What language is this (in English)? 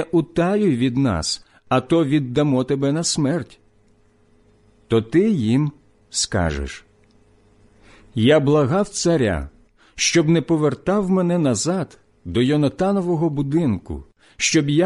Ukrainian